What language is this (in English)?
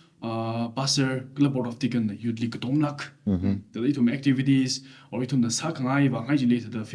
Tangkhul Naga (India)